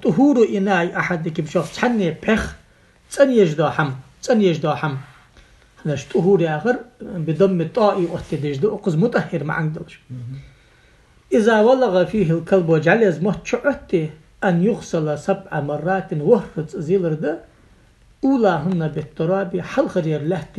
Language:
Ingush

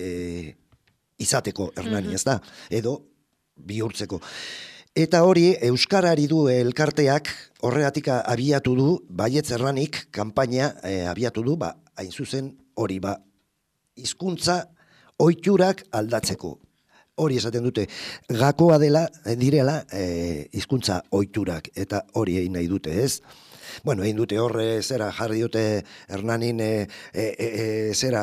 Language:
Basque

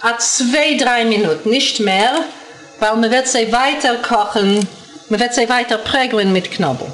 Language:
Yiddish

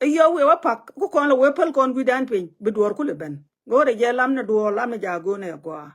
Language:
Nuer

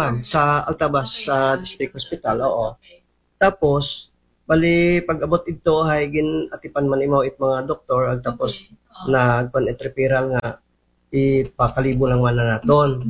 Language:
Aklanon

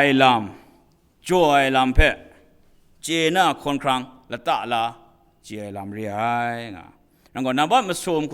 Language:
Kachin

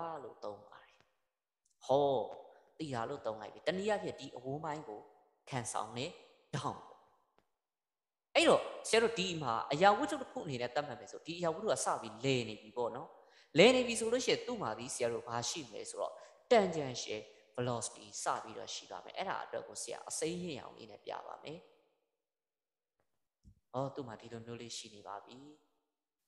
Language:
Burmese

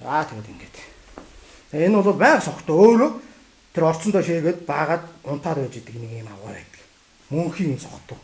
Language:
Mongolian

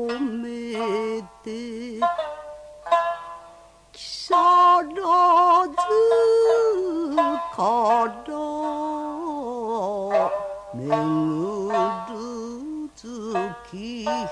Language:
Japanese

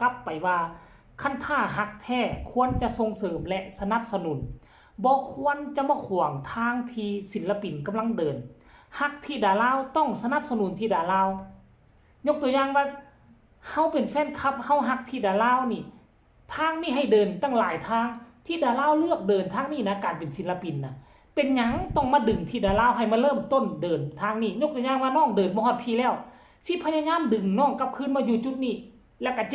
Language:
Northeastern Thai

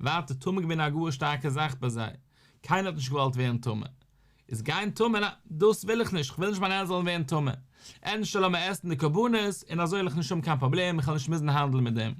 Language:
Yiddish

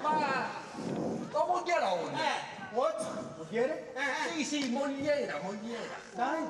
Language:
Sicilian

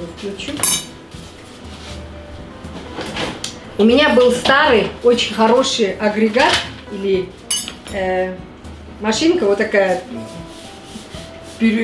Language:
Russian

